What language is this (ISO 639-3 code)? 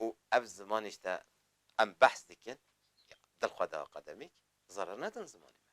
kur